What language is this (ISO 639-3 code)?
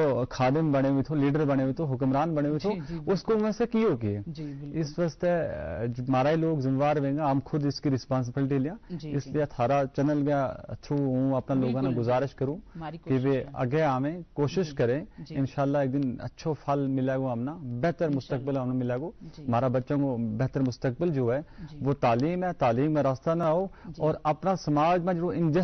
gju